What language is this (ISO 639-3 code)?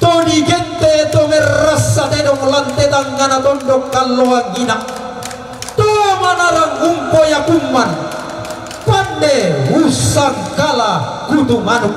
sda